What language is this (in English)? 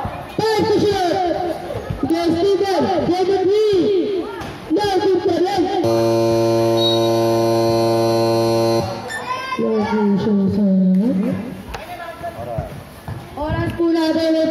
Filipino